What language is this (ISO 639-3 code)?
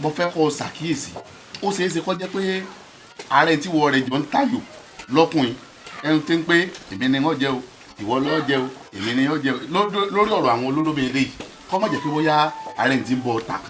yor